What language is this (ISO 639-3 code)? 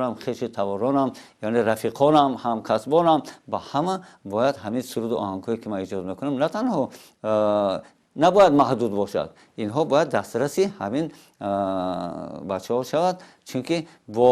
tgk